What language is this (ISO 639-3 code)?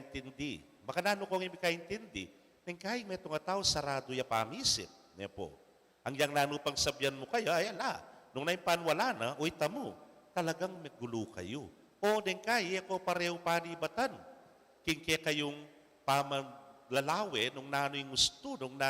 pam